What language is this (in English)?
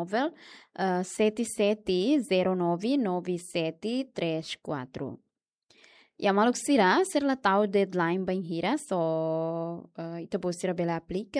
Tetum